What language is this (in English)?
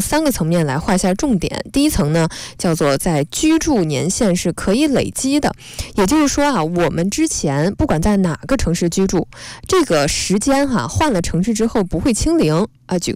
Chinese